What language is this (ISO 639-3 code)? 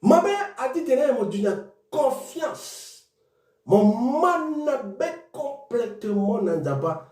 sag